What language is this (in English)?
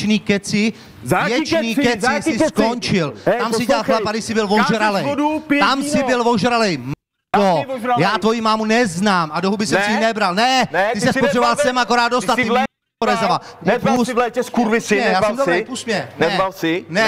Czech